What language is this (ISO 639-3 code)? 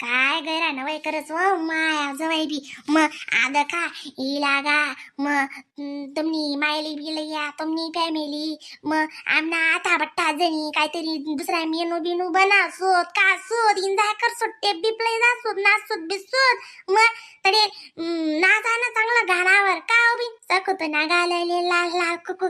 khn